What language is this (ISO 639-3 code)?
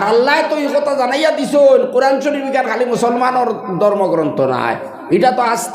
syl